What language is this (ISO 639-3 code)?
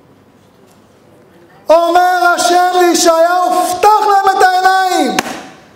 heb